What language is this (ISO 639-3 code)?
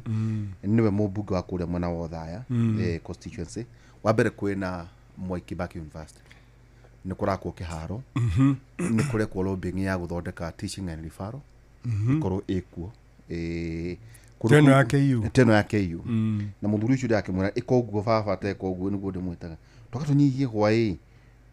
kik